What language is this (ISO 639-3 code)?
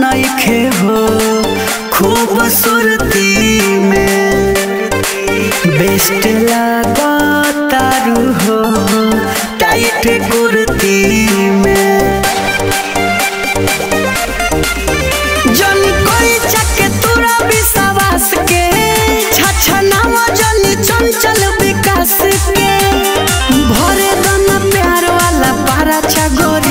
bho